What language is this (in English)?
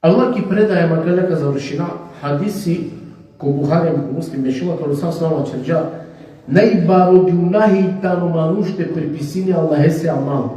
Balkan Romani